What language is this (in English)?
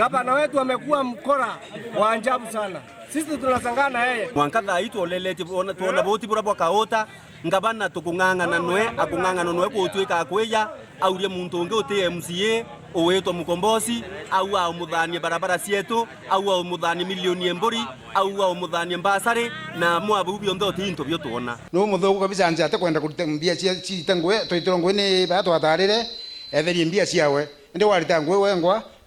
Meru